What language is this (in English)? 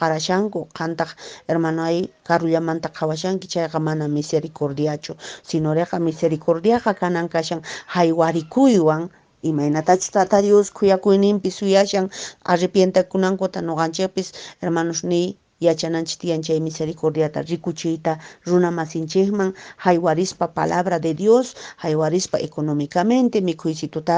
Quechua